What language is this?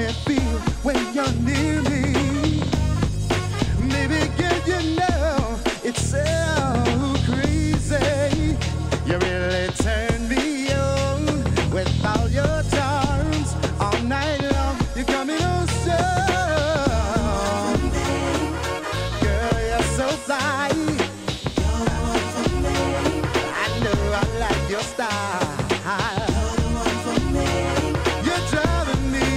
English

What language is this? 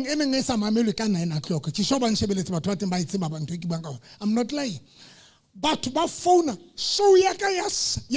Southern Sotho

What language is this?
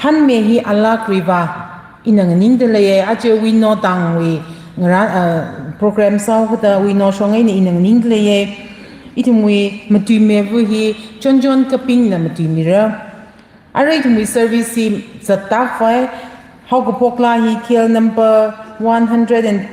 Tangkhul Naga (India)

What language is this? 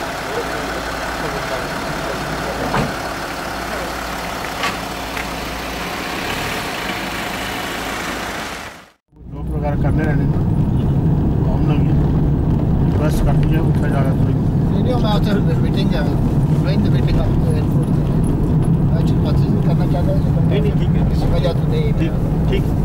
Urdu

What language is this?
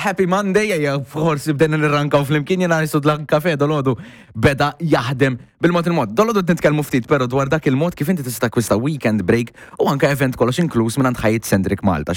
Maltese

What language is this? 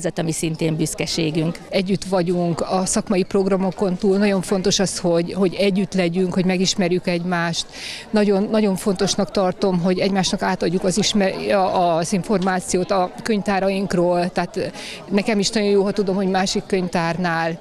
Hungarian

